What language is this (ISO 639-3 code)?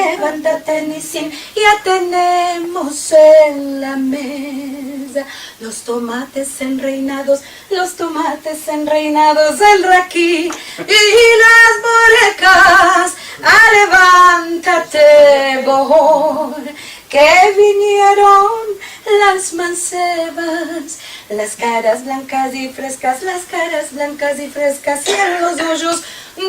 lad